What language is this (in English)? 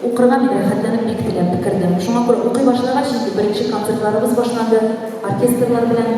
Tatar